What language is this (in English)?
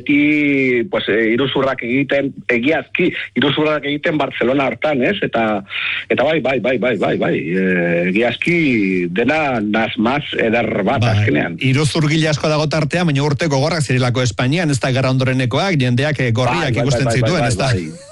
Basque